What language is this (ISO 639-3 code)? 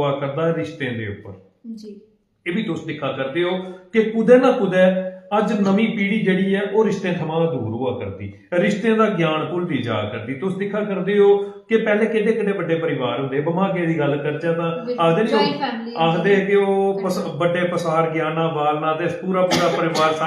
doi